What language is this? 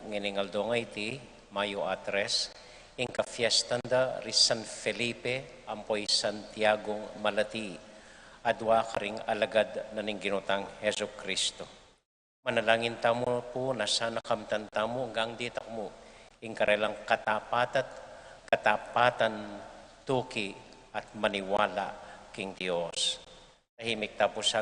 Pampanga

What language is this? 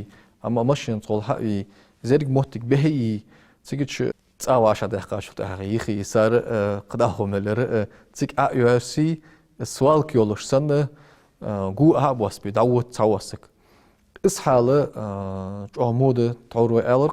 Ingush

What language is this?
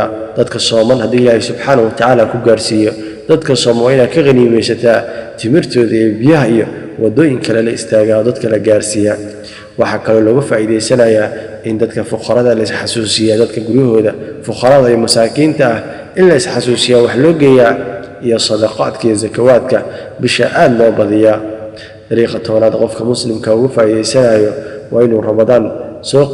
Somali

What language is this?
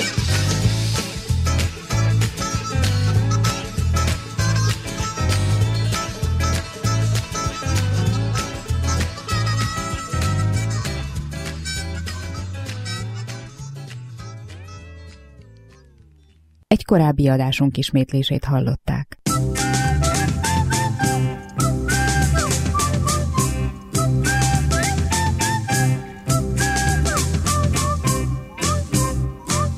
Hungarian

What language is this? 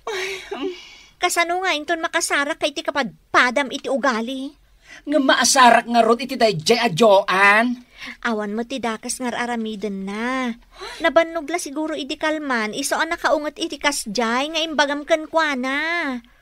Iloko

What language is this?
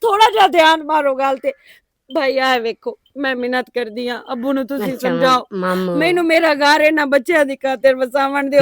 Western Panjabi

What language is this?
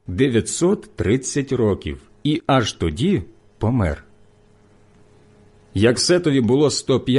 Ukrainian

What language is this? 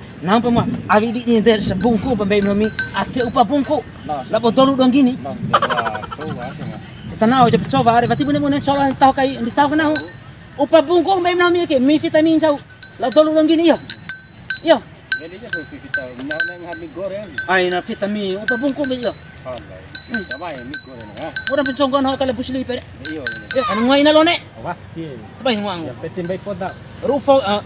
Bima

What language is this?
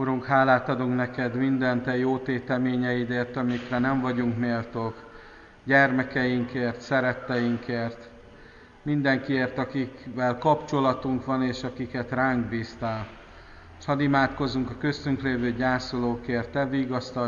Hungarian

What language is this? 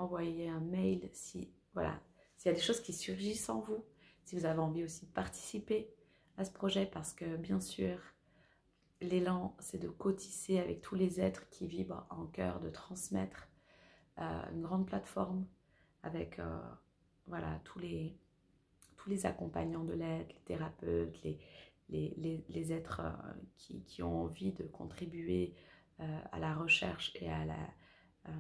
French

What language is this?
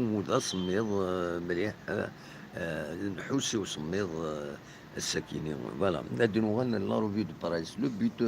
Kabyle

